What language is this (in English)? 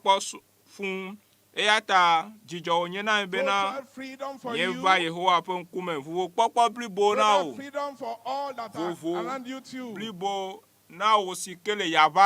Ewe